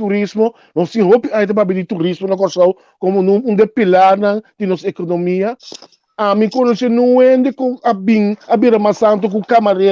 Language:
Papiamento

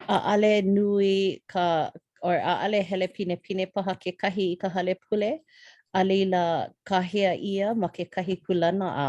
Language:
Hawaiian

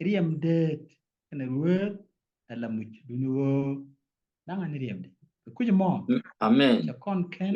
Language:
Nuer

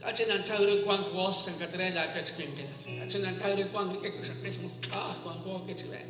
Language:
Kekchí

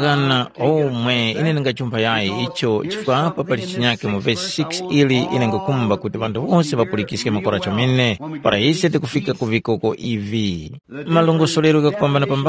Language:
Tumbuka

